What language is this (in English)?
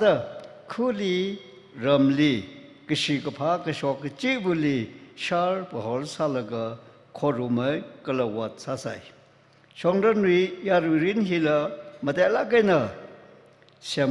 Tangkhul Naga (India)